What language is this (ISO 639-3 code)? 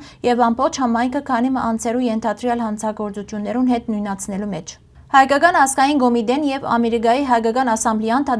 hyw